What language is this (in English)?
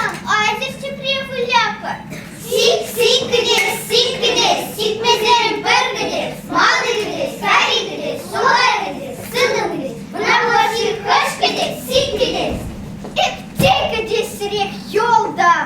Chuvash